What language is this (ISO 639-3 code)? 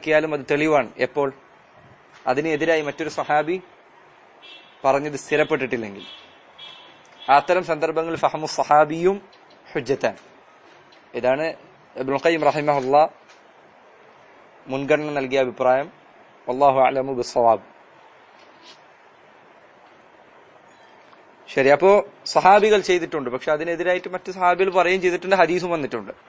mal